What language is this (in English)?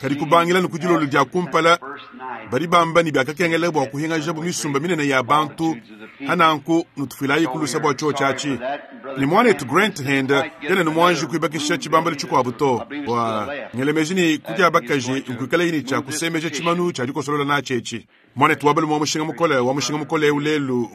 Luba-Lulua